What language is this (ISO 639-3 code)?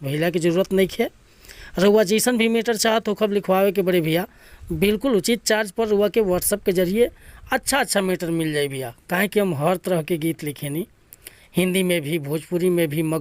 bho